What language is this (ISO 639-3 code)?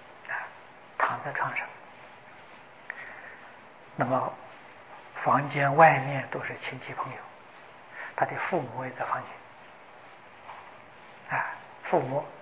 zho